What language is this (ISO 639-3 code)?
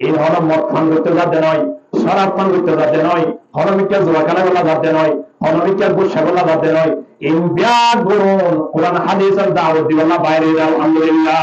rhg